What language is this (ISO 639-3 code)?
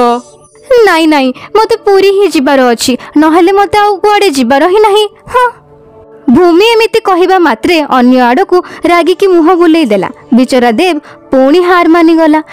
ori